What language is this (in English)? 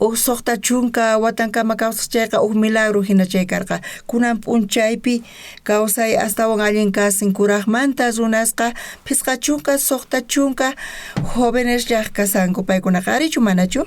South Bolivian Quechua